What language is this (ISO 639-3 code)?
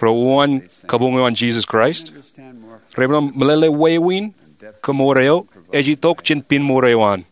mah